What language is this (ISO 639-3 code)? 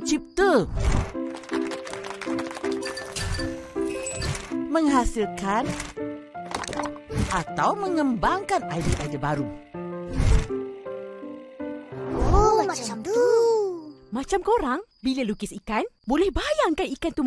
msa